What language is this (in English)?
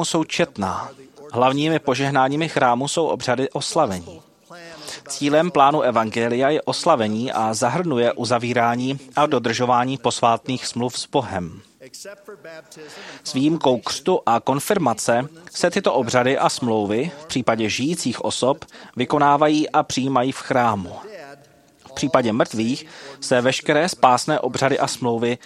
Czech